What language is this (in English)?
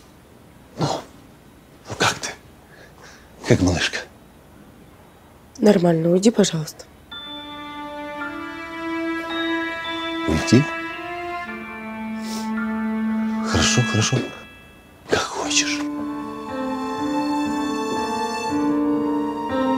Russian